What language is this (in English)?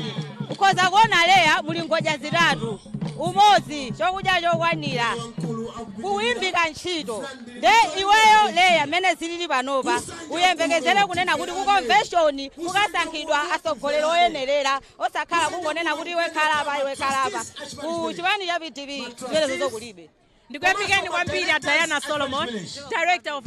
Nyanja